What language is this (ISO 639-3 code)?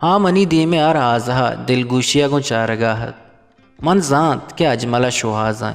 bgp